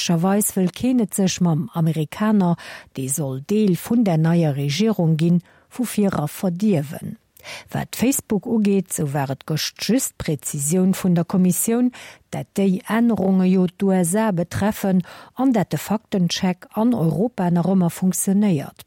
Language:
Luxembourgish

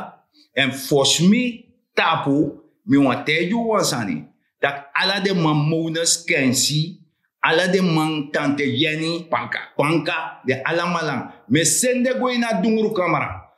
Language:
Sranan Tongo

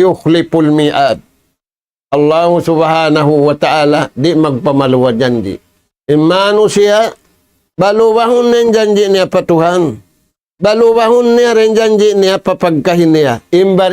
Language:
Tausug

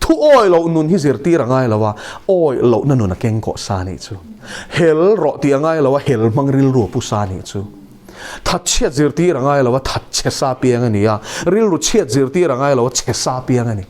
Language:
Mizo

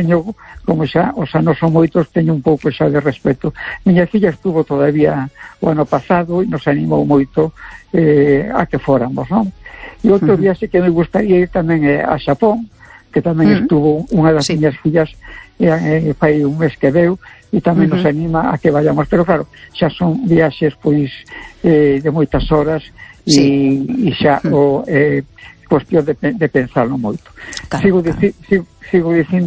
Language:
Galician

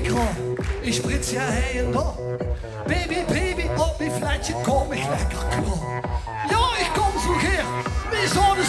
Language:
Limburgish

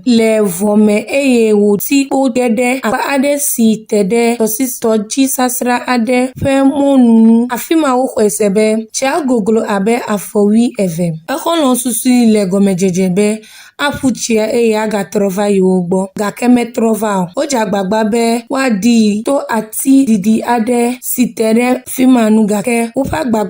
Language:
Ewe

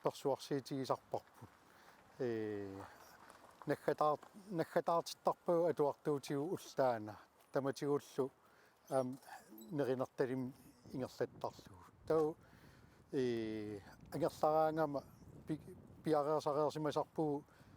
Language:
Kalaallisut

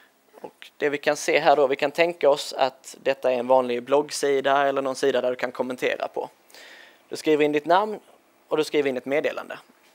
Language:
Swedish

